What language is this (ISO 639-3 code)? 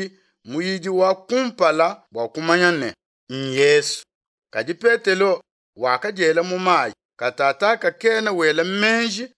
lua